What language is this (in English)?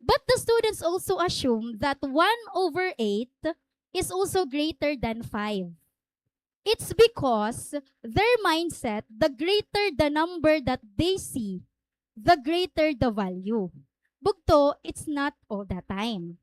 Waray